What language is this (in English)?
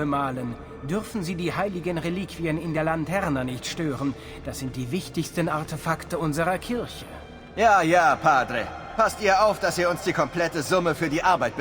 Bavarian